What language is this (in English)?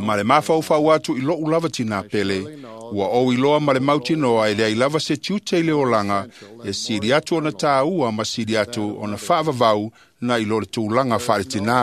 Samoan